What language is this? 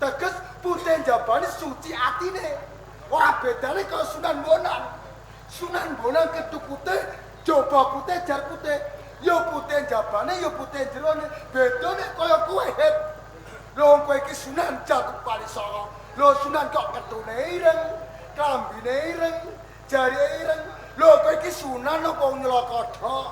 Javanese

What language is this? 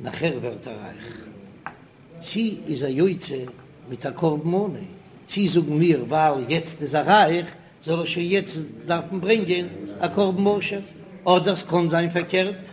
Yiddish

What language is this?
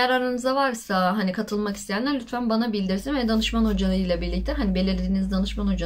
Turkish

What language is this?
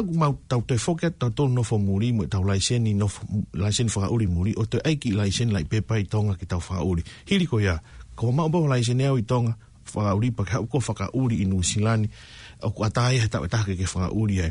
Tongan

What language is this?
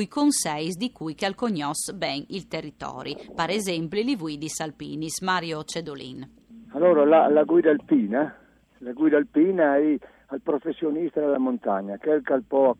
Friulian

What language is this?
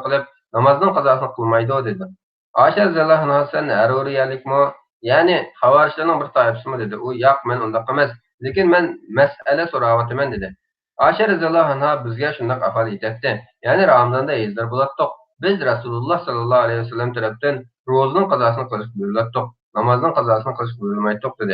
Uyghur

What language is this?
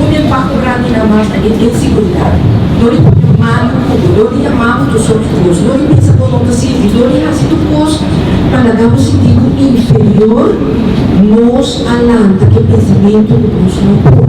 Papiamento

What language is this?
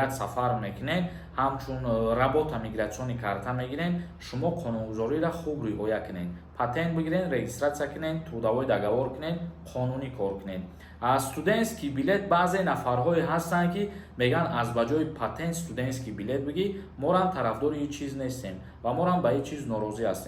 Tajik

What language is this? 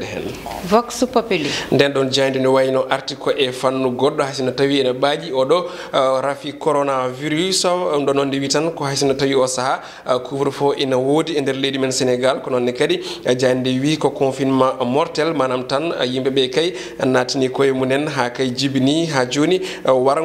Fula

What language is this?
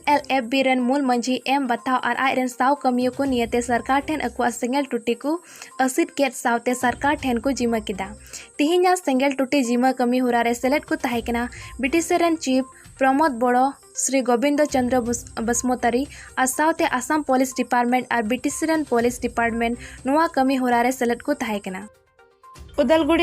Santali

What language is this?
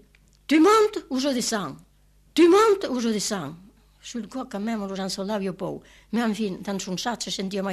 Italian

